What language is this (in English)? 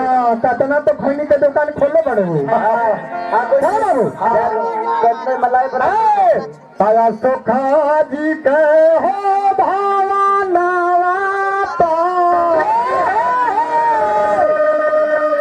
Bhojpuri